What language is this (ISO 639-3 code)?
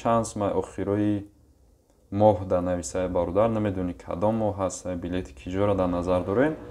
tgk